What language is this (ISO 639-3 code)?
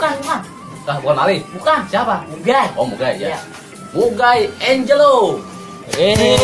bew